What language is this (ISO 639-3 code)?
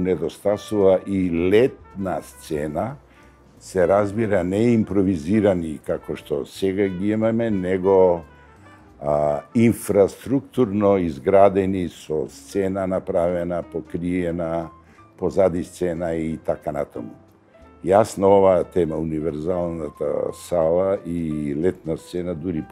mkd